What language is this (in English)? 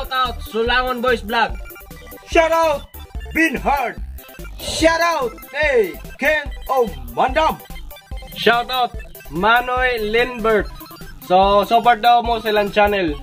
Cebuano